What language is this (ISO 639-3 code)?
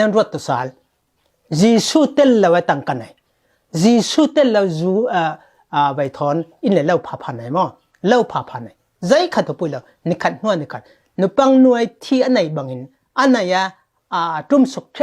cfm